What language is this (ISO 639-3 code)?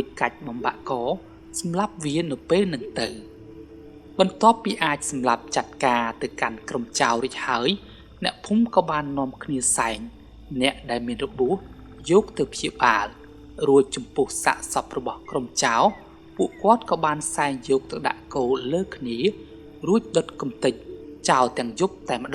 khm